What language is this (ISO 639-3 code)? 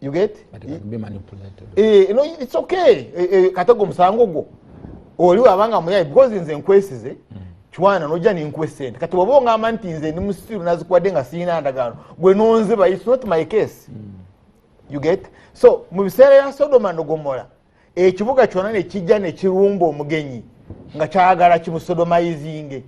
lug